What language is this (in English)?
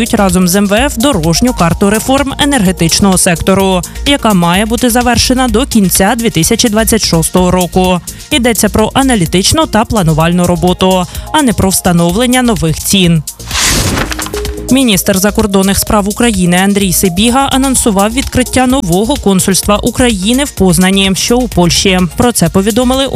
Ukrainian